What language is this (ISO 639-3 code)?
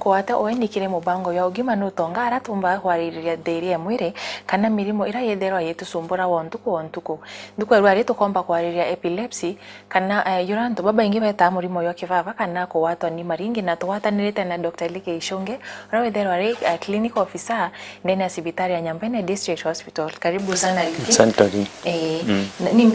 mer